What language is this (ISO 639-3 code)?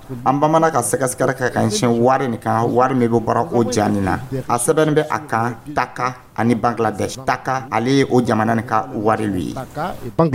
dyu